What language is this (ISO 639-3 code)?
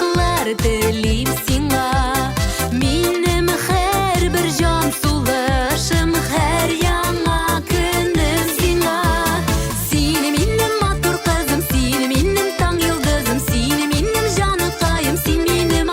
tat